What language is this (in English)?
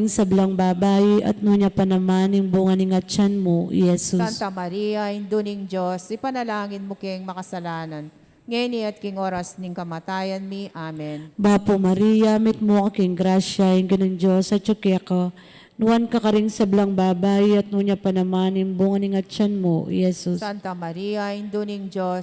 Pampanga